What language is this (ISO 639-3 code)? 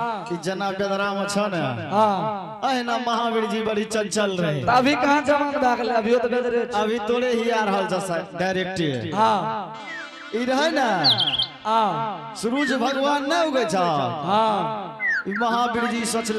anp